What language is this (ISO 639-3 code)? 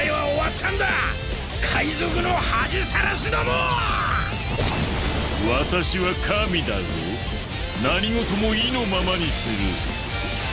jpn